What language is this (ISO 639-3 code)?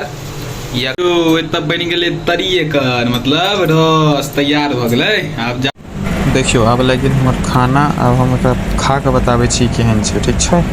mai